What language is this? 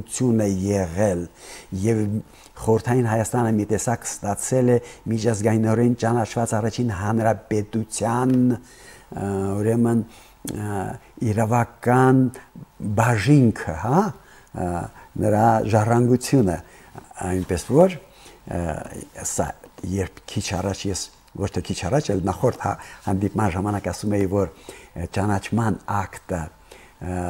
Armenian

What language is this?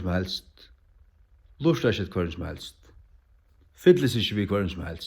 Faroese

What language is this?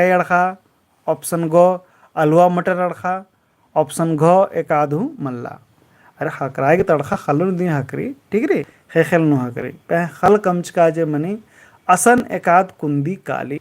Kurukh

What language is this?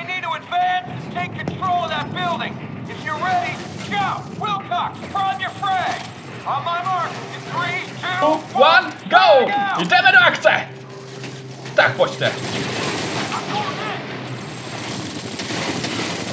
Czech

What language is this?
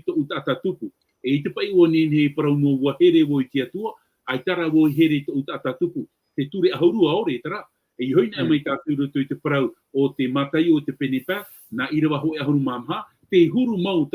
Tahitian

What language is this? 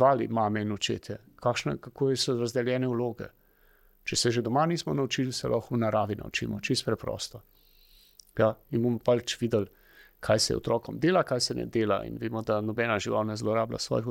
Slovenian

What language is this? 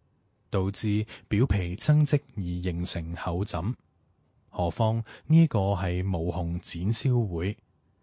Cantonese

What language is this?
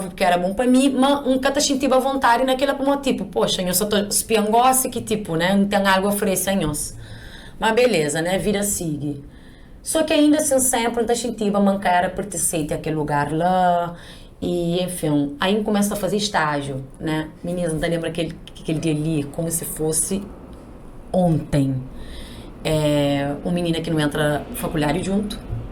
Kabuverdianu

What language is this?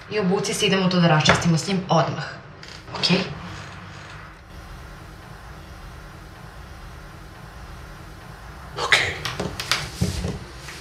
Serbian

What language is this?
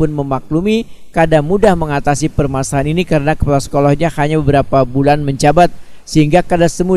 Banjar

